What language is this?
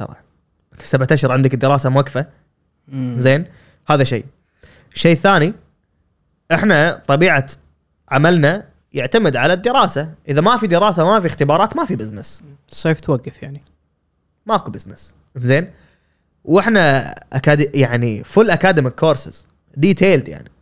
Gulf Arabic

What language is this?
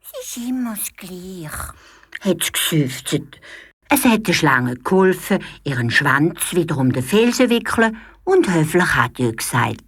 Swiss German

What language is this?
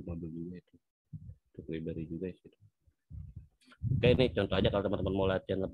Indonesian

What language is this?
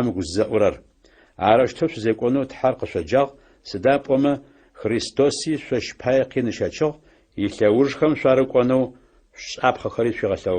Adyghe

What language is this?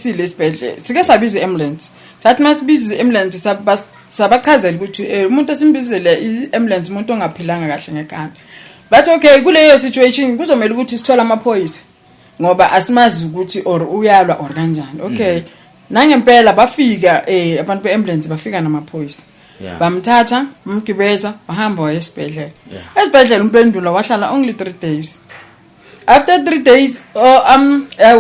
Zulu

